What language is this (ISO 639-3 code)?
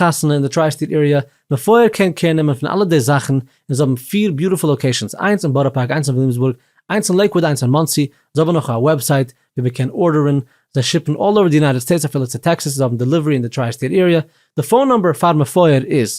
yid